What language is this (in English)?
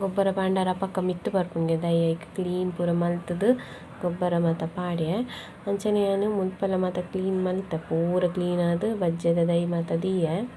Tulu